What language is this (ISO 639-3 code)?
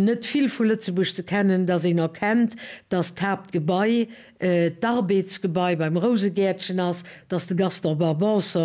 ltz